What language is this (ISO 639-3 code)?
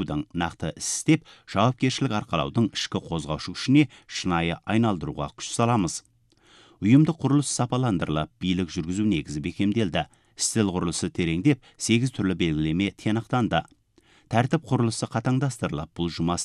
kaz